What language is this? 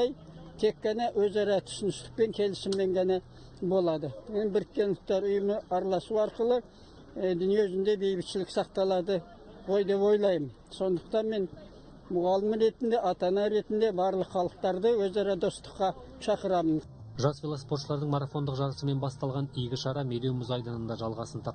Kazakh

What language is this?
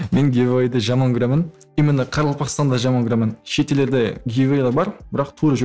Kara-Kalpak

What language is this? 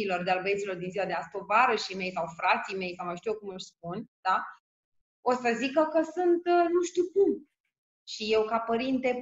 Romanian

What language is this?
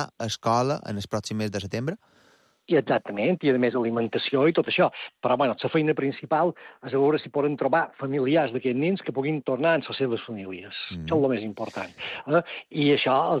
Catalan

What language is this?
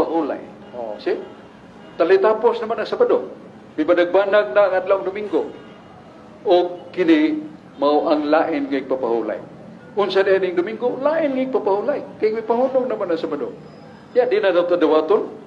Cebuano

